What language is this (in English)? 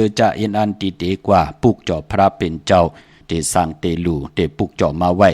Shan